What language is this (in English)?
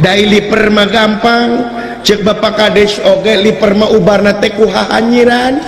Sundanese